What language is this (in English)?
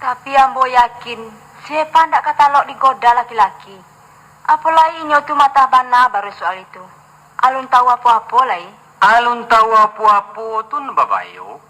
Minangkabau